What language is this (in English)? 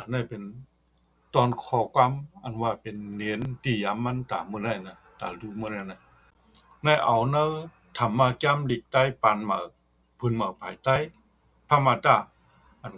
Shan